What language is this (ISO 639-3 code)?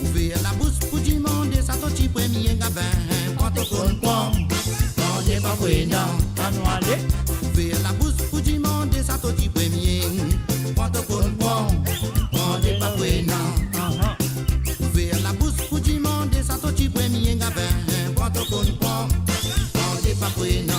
mfe